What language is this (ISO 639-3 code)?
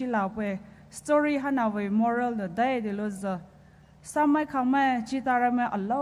pmx